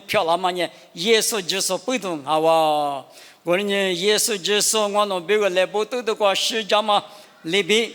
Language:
Lisu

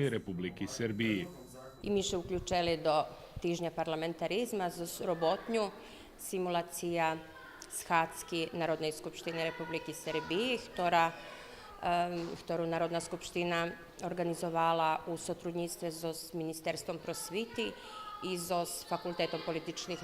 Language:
Rusyn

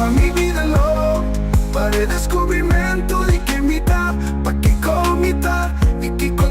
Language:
Papiamento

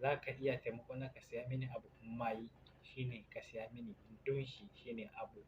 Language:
Hausa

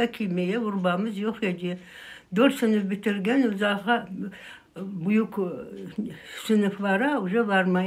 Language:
Crimean Tatar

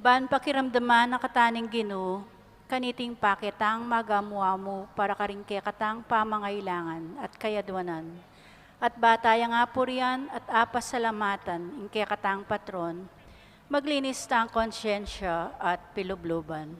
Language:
Pampanga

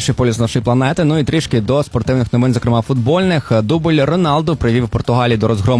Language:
Ukrainian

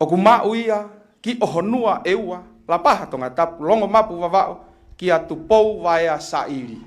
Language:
Tongan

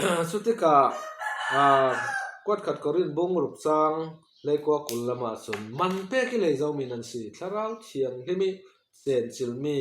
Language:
Falam Chin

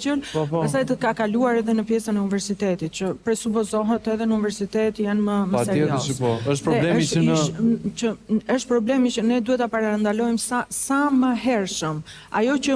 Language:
Albanian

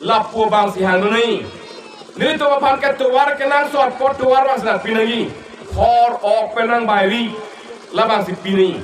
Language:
Karbi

